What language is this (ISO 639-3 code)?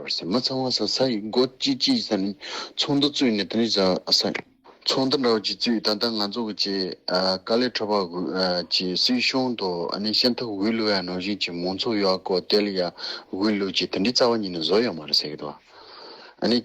bod